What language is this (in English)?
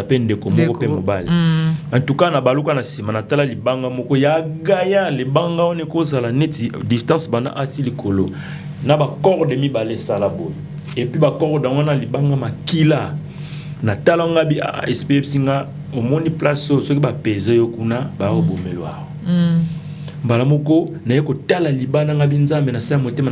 Lingala